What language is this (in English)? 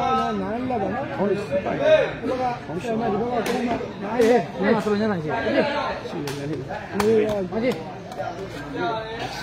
Burmese